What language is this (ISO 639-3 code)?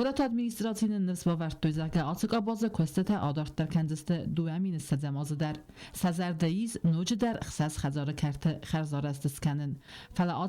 oss